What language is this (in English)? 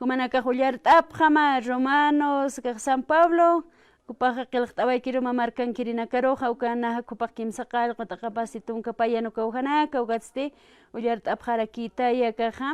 Aymara